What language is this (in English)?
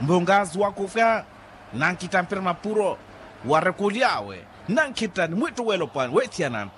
Makhuwa